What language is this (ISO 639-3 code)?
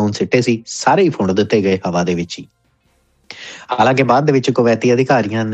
pan